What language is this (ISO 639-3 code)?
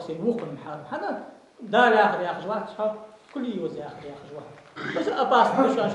inh